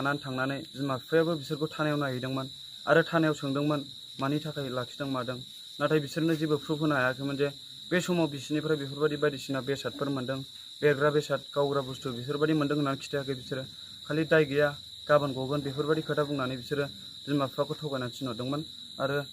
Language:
Bodo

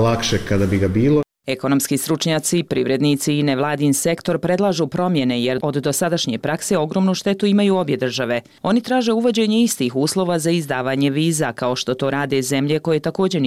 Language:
Bosnian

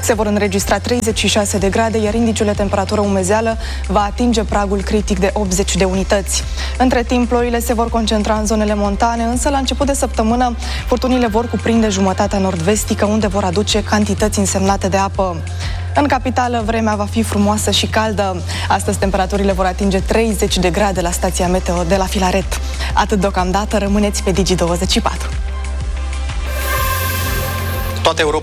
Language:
Romanian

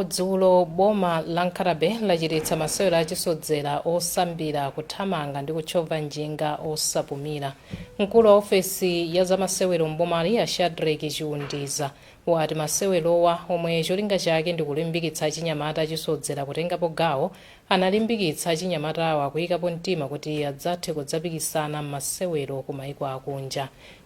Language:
Nyanja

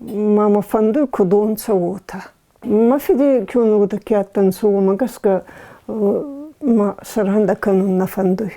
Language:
Ossetic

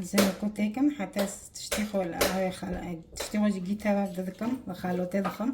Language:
Kurdish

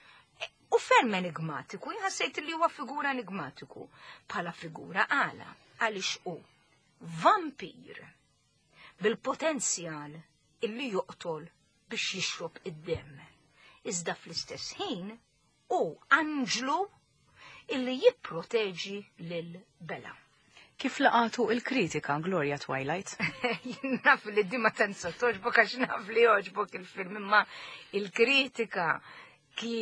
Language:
Maltese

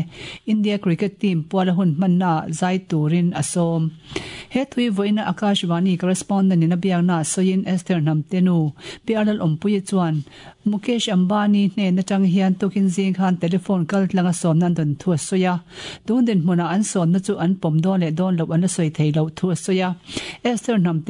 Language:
Mizo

